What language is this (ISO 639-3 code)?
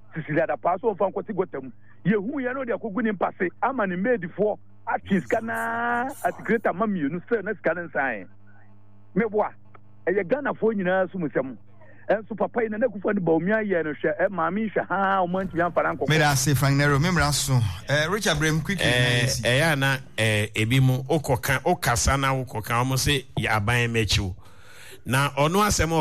aka